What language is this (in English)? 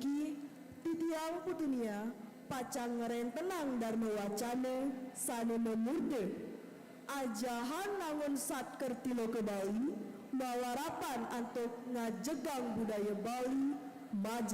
Balinese